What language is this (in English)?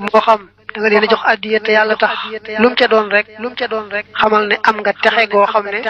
Wolof